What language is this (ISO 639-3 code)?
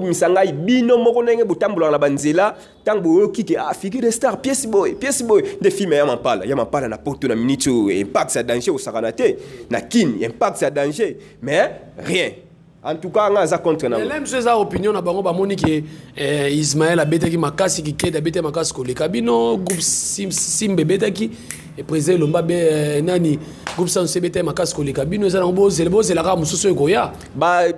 lin